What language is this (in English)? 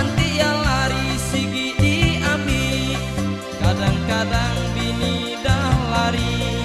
Iban